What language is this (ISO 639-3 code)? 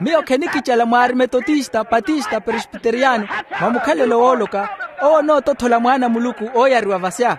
vmw